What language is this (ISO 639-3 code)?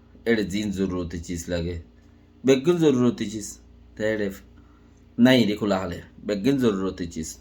rhg